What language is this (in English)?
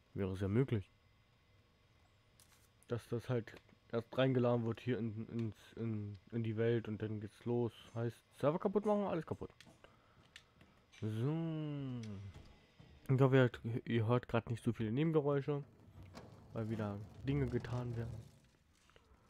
German